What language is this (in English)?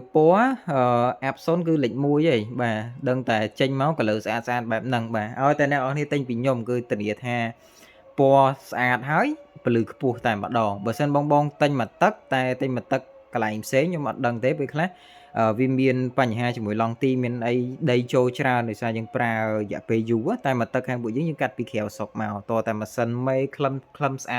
Khmer